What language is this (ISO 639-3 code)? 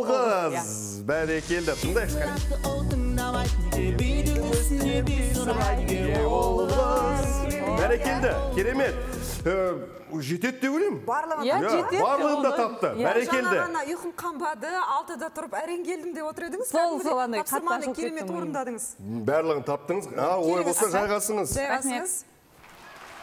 kaz